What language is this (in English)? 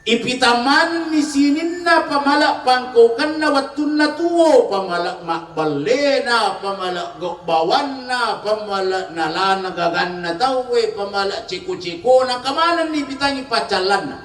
Buginese